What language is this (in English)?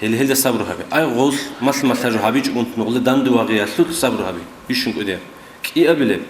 Avaric